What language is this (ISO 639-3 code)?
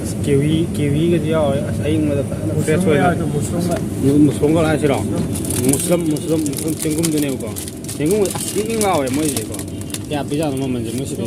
mni